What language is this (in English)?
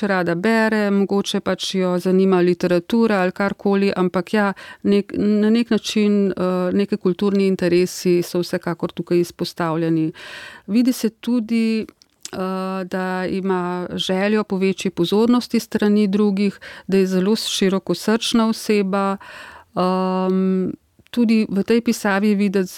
Slovenian